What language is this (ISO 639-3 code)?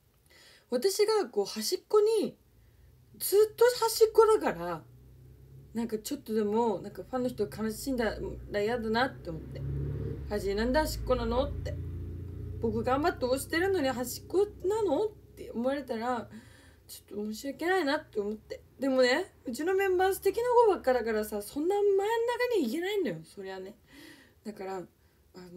jpn